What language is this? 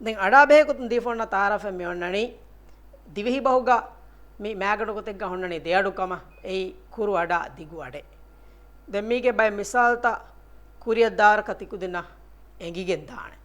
Divehi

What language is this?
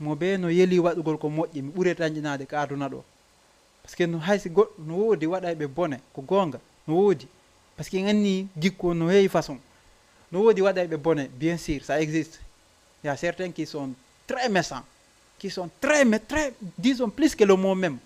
Fula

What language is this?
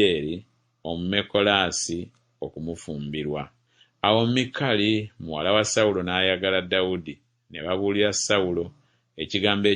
Ganda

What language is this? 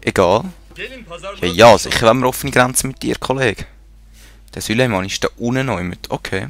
Swiss German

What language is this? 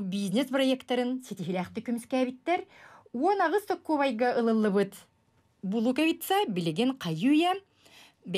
Yakut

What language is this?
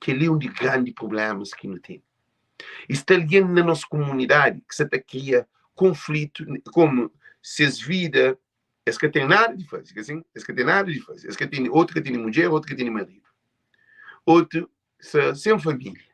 Kabuverdianu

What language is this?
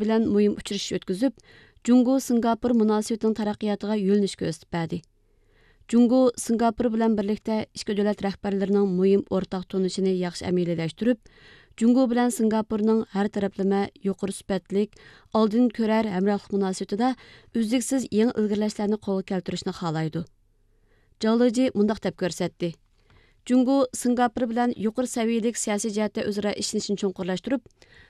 Uyghur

